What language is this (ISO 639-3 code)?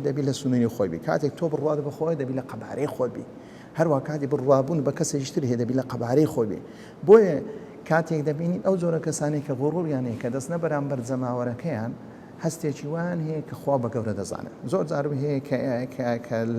ckb